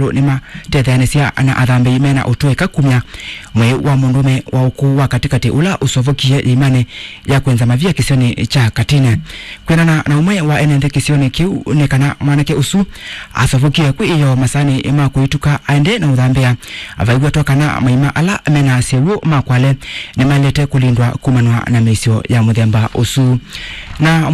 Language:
Kamba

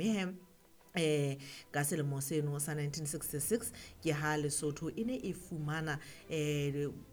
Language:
Southern Sotho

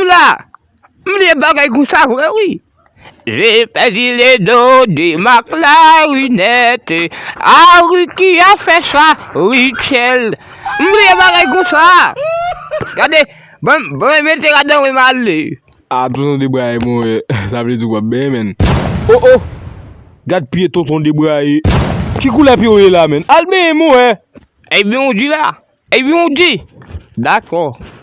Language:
Haitian Creole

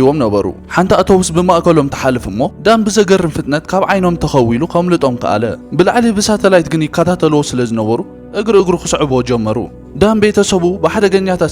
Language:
Tigrinya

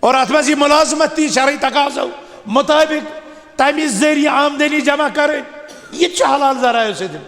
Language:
Kashmiri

